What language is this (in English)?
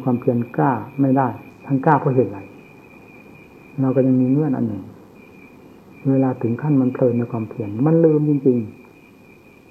Thai